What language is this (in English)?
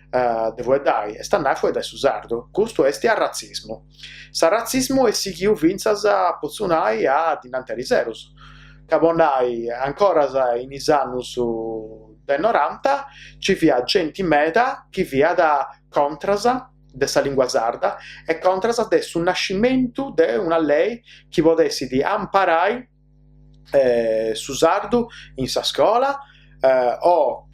Sardinian